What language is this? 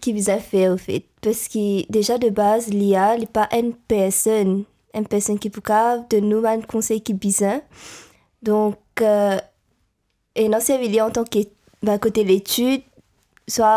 Morisyen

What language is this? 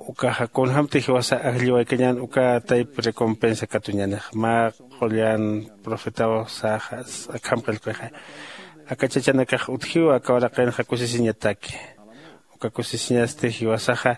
Aymara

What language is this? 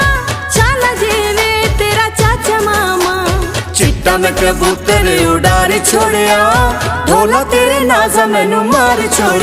Pahari-Potwari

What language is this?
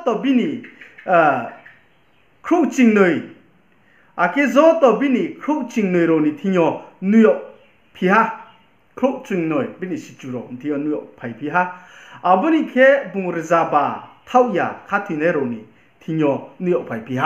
Riang (India)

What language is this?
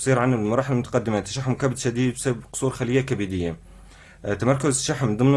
North Levantine Arabic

